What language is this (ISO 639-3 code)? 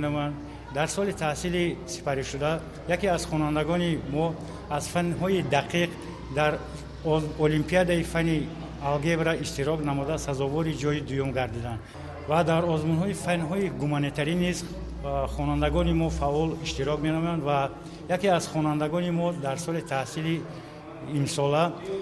tgk